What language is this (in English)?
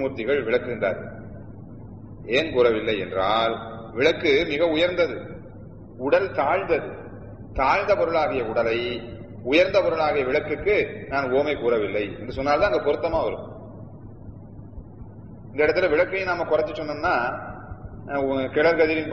Tamil